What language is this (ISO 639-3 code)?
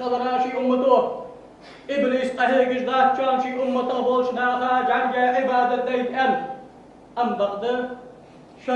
inh